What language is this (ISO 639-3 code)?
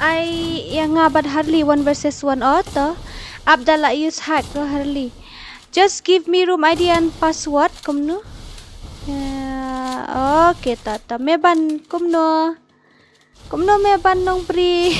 kha